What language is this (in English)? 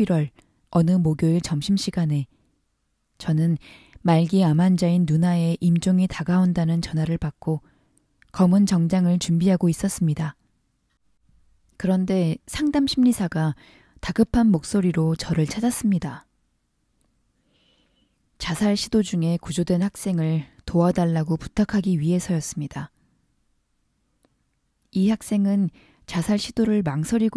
Korean